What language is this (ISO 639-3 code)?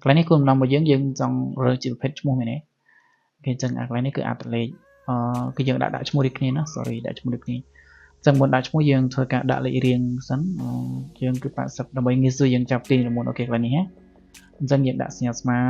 khm